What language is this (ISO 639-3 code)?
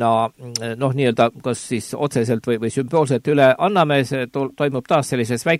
est